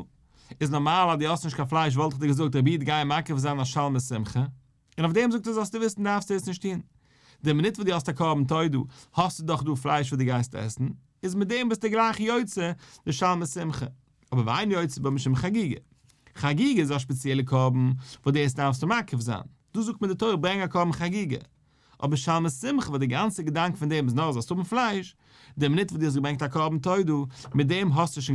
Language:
Yiddish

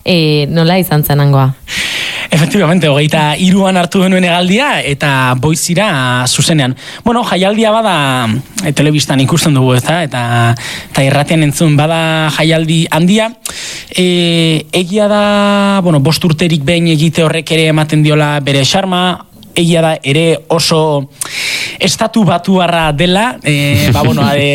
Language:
Basque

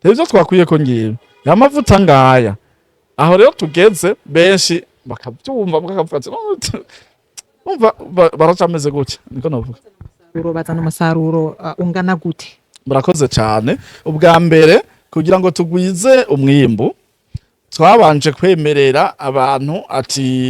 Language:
Rundi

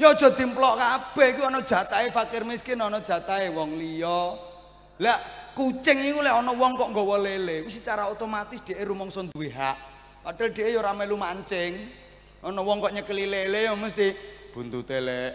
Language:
Javanese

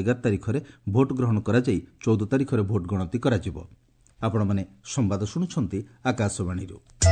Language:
Odia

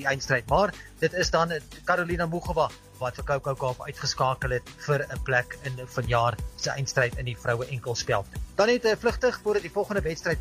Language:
Afrikaans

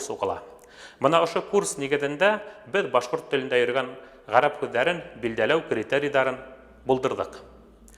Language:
Bashkir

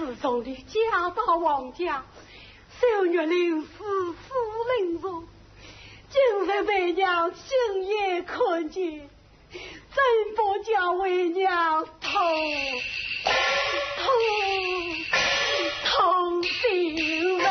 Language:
Wu Chinese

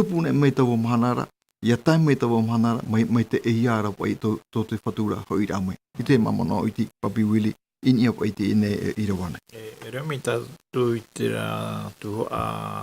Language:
Tahitian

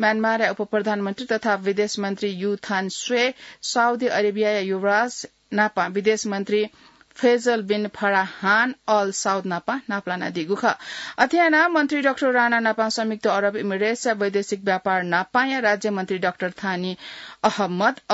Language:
Newari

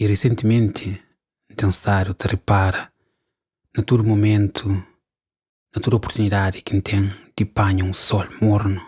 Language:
Kabuverdianu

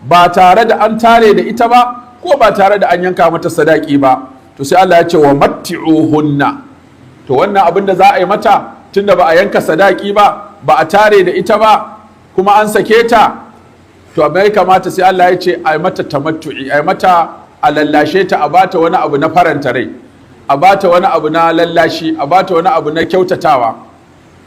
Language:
Hausa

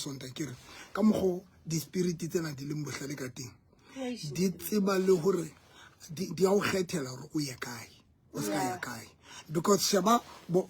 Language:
Southern Sotho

